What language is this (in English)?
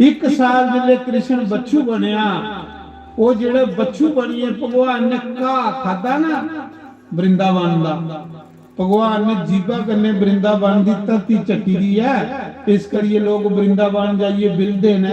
Dogri